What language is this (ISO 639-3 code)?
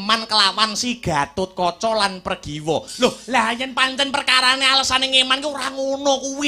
jav